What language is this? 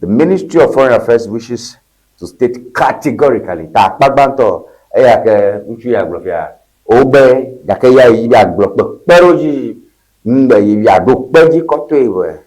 Ewe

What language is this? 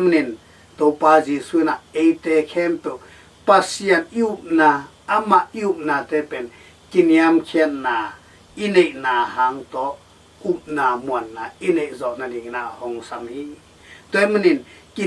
Tedim Chin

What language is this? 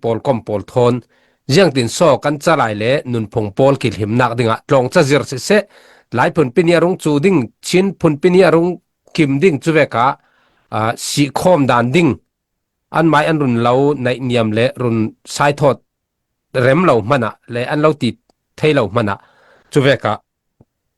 Falam Chin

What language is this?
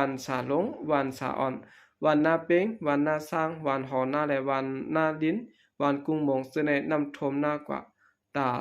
Shan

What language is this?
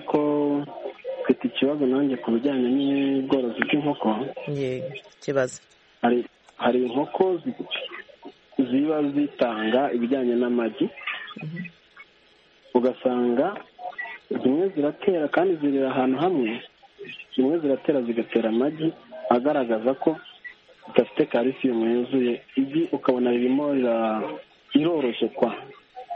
Kinyarwanda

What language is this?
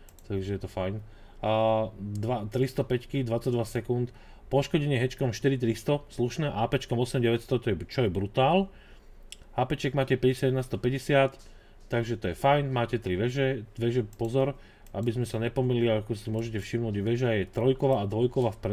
Slovak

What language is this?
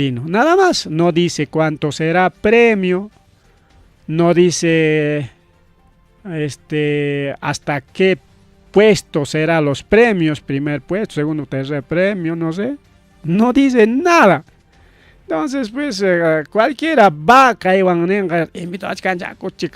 Ayacucho Quechua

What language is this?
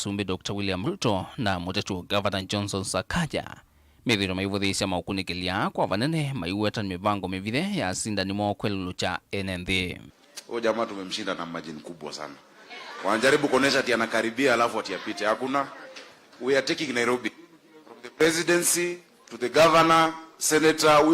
Kamba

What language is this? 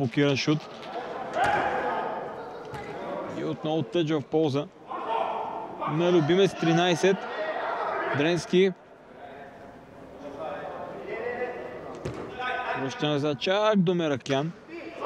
Bulgarian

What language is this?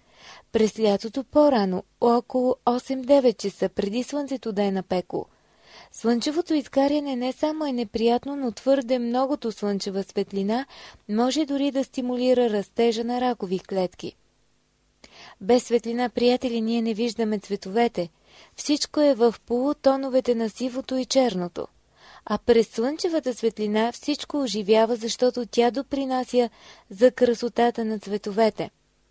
Bulgarian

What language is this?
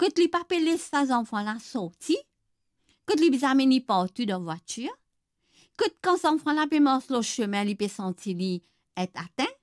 Morisyen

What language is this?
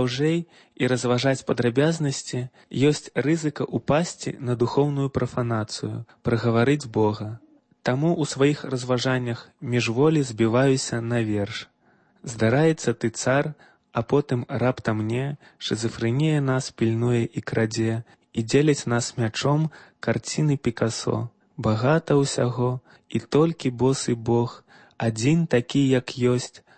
Belarusian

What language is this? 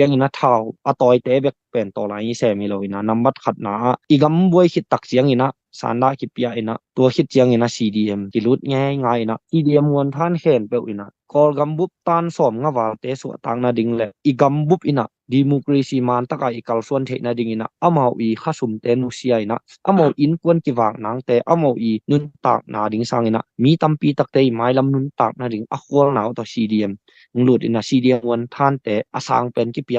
Tedim Chin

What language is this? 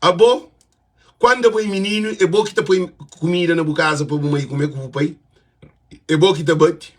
Kabuverdianu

